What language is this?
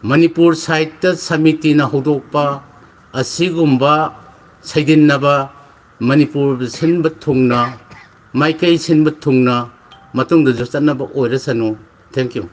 Manipuri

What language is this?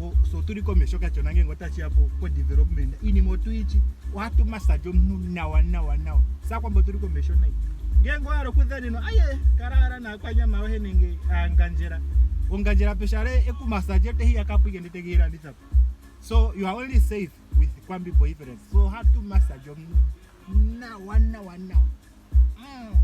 Ndonga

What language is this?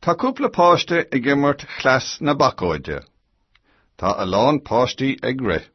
Irish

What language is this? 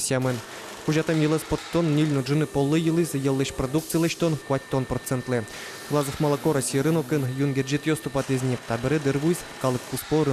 Udmurt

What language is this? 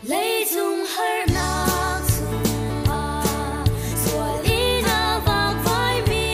Hakha Chin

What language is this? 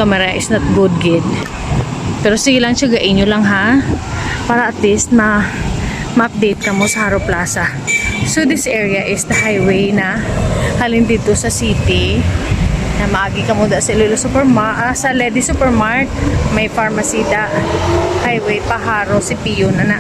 Hiligaynon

